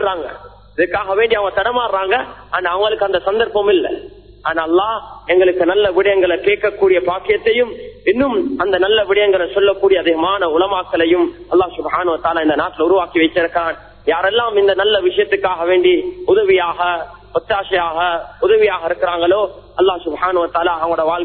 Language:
Tamil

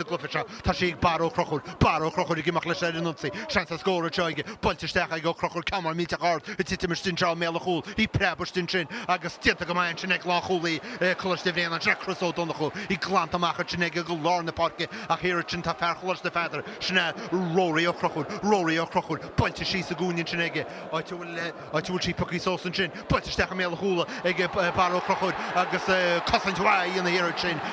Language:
Irish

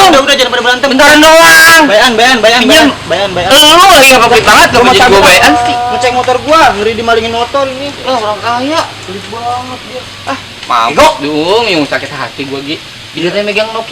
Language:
Betawi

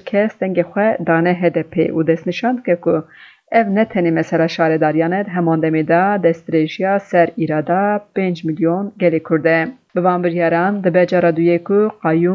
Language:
Kurdish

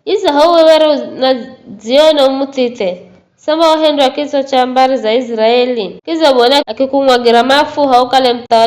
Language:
Giryama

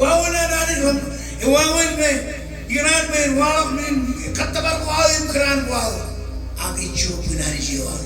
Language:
Marshallese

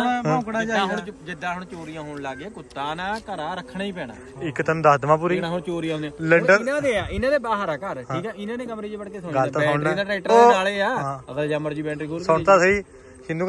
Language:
Punjabi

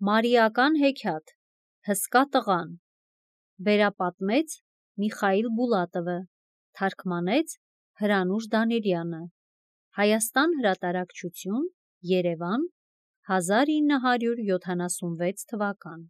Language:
Armenian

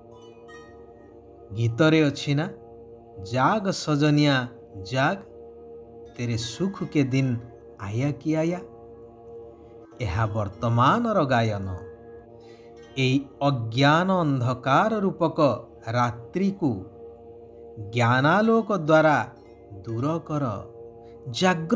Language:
Odia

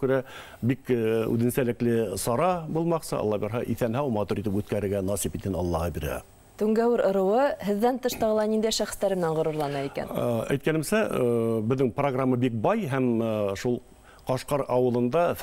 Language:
Bashkir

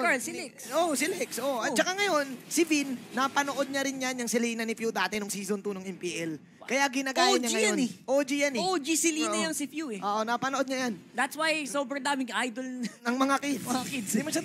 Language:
Filipino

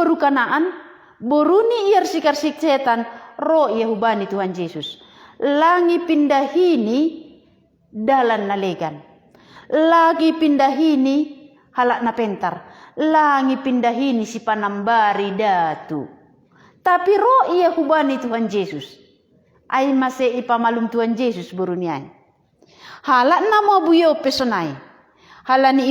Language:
Batak Simalungun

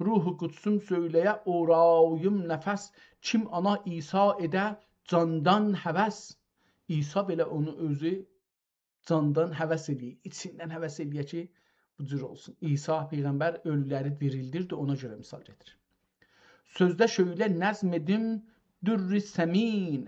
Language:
South Azerbaijani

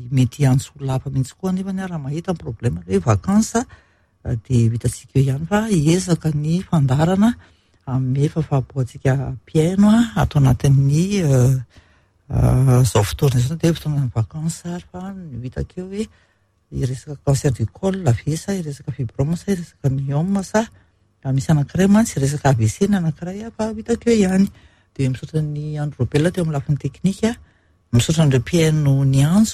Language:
Malagasy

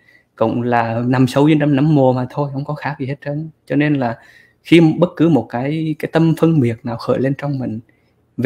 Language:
Vietnamese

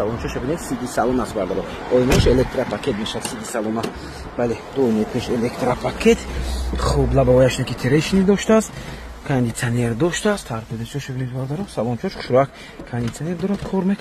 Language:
Tajik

